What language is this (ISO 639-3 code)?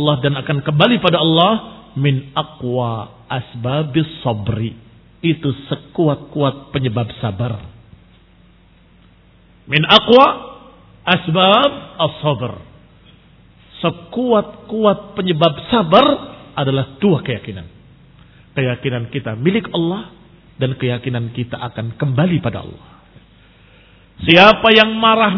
ind